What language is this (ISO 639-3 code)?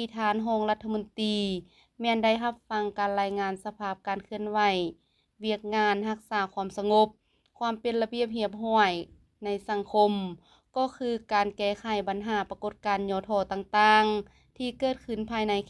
lao